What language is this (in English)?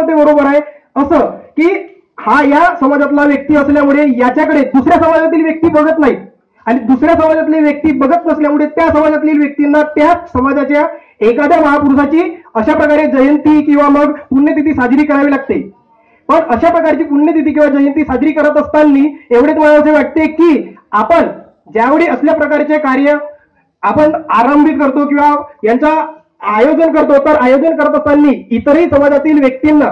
Marathi